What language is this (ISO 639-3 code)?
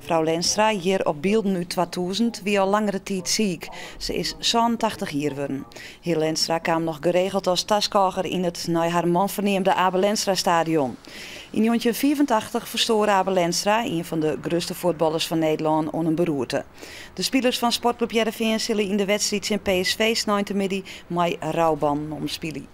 fry